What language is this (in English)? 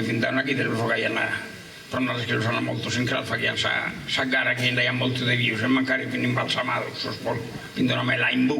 Sardinian